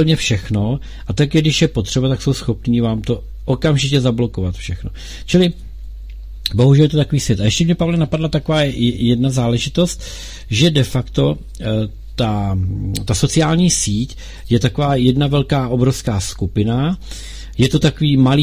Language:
Czech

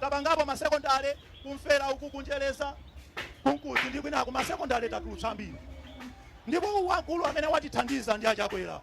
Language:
Nyanja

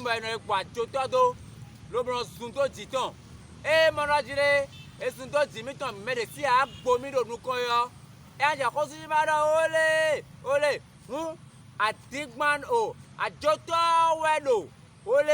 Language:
Fon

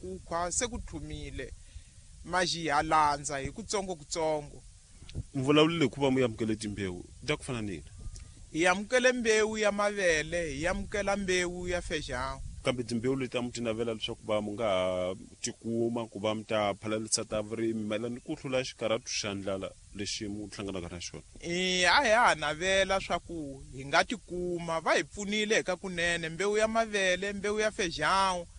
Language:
Tsonga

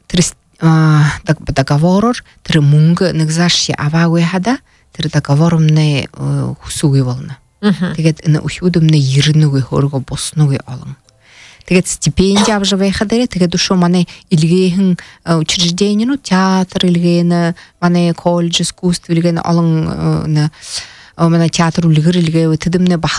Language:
Buriat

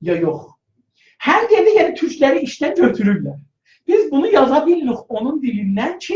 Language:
South Azerbaijani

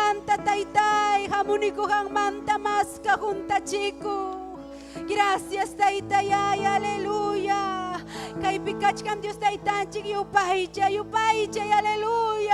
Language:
Ayacucho Quechua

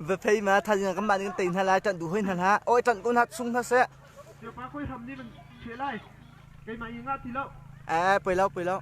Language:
Hakha Chin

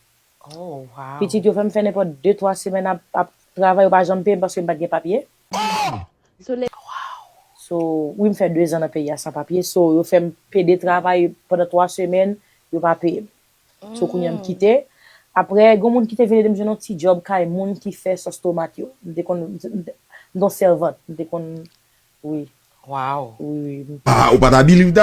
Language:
Haitian Creole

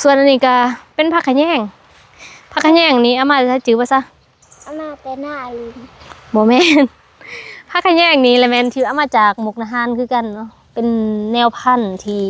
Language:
Lao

